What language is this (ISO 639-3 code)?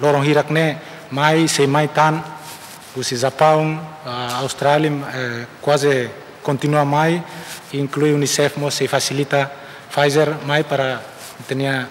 tet